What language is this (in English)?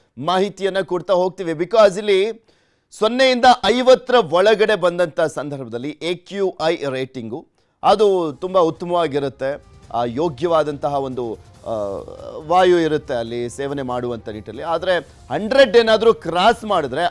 Kannada